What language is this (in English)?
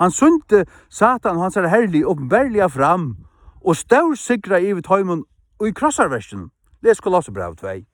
Faroese